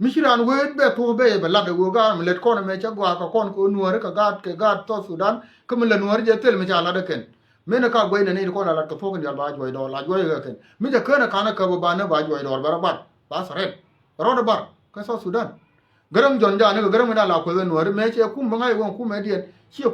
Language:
Nuer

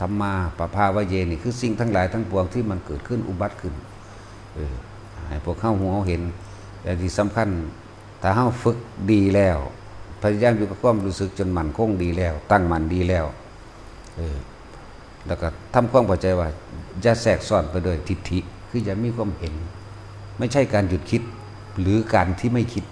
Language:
Lao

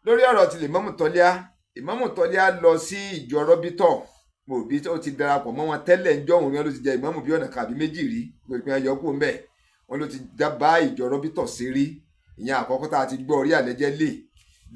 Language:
Yoruba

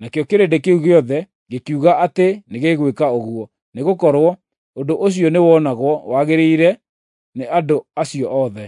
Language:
Kikuyu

